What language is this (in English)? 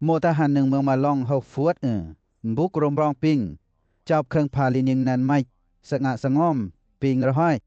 Western Lawa